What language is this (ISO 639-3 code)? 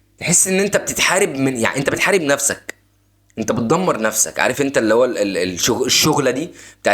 arz